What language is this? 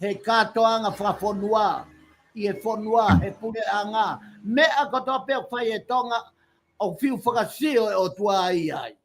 Tongan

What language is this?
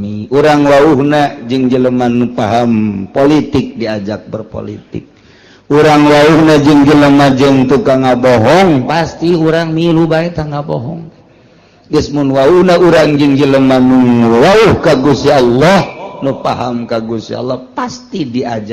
Sundanese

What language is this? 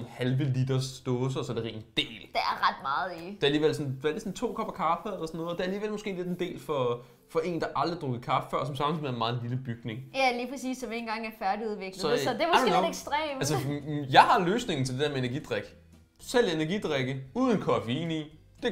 Danish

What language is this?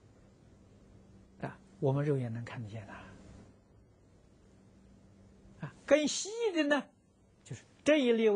Chinese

